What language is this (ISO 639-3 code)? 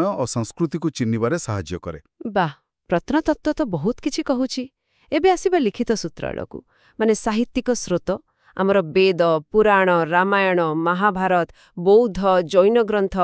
ori